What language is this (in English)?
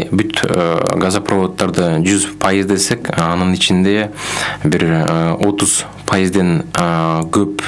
Kyrgyz